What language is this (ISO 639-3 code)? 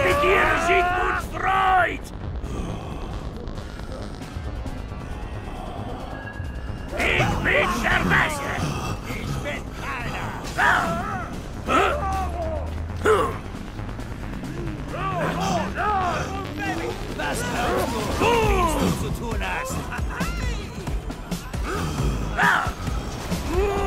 deu